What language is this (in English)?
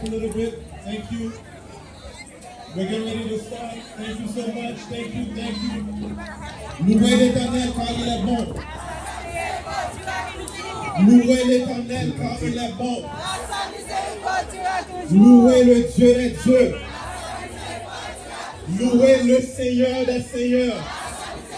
French